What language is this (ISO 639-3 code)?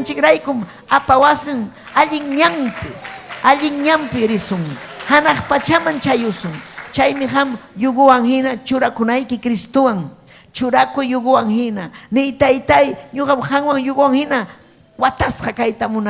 quy